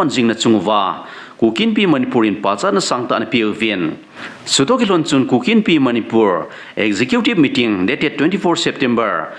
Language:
Thado Chin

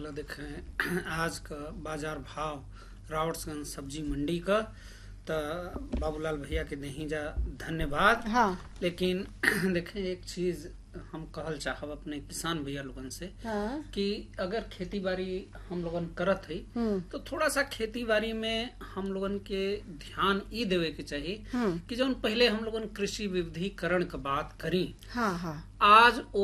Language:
Bhojpuri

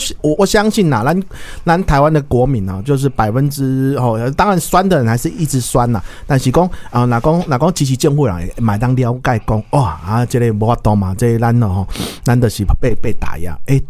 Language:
Min Nan Chinese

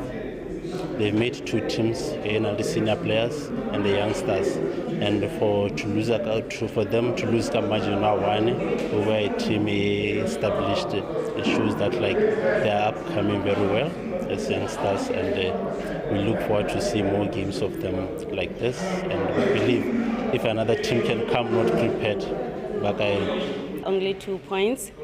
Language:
Tswana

